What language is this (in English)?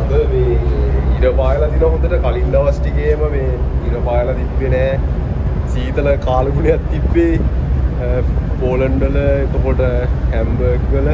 Sinhala